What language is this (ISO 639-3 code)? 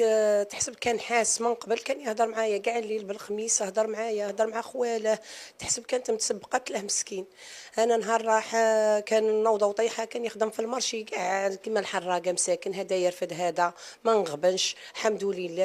arq